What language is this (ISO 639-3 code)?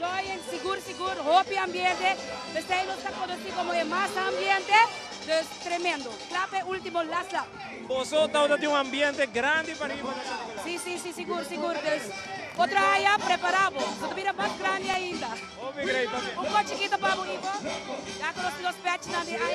pap